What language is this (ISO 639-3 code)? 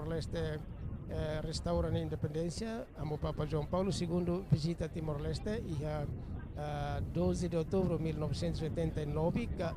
tet